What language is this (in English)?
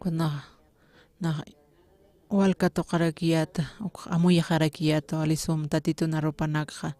Aymara